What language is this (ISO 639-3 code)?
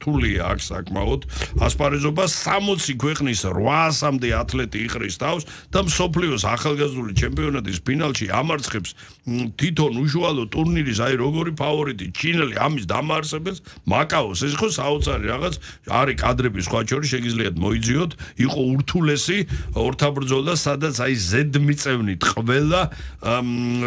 kat